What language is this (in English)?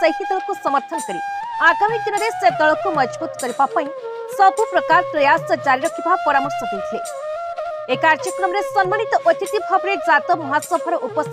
Odia